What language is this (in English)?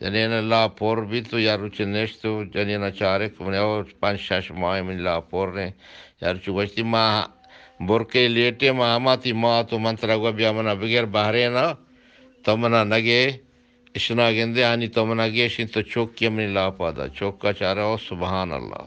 Eastern Balochi